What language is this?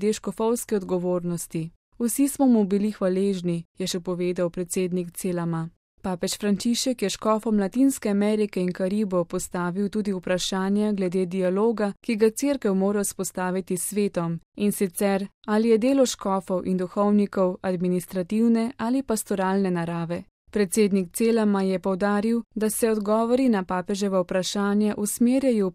Slovenian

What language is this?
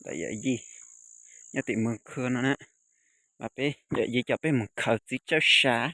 Hmong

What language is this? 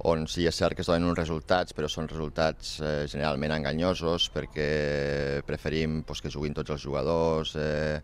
Catalan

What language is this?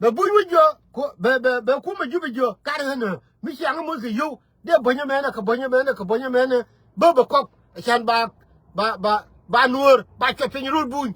Nuer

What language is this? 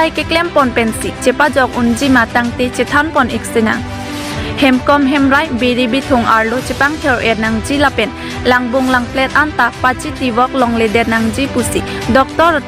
Karbi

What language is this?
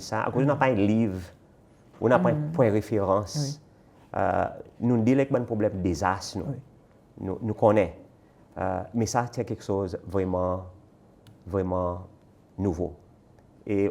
Seselwa Creole French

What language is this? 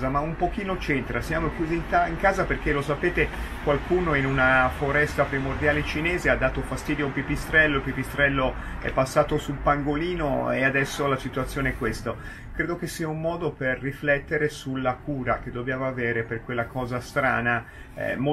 Italian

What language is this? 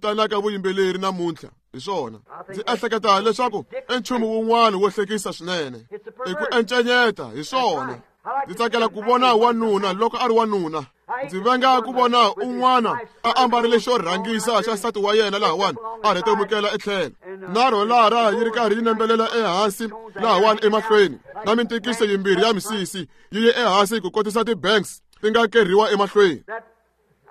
Tsonga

